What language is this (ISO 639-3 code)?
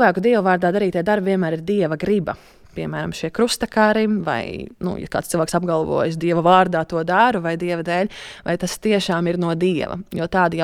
lav